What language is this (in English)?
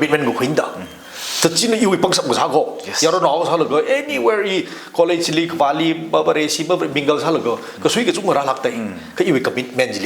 Tangkhul Naga (India)